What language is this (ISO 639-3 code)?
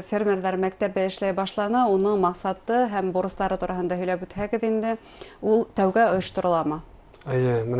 bak